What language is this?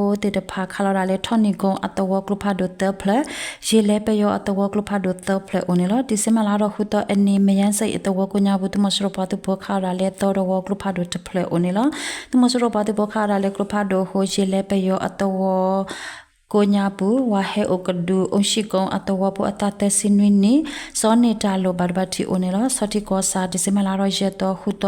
S'gaw Karen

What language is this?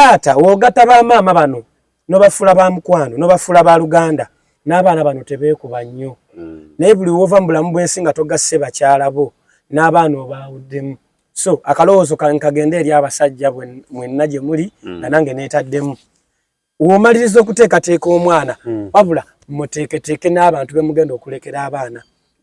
Ganda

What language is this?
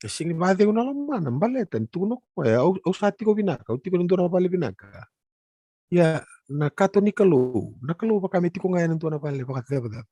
Fijian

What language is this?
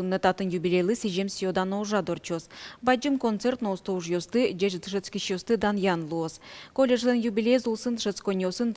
Udmurt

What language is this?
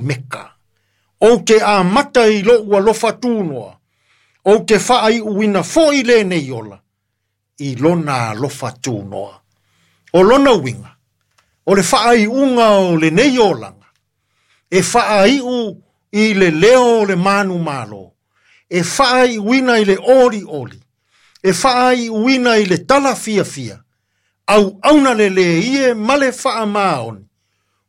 Samoan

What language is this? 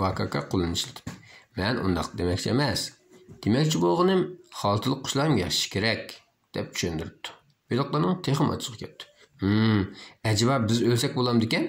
Uyghur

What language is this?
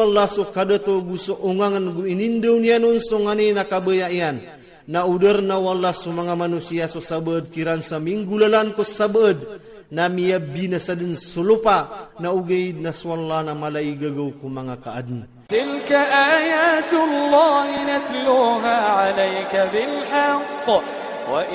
Iranun (Philippines)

